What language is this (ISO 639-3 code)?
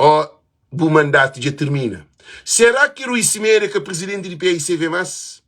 kea